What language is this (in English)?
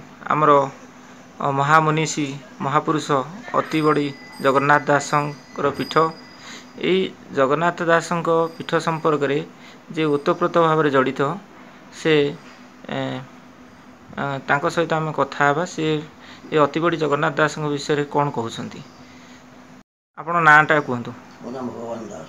Odia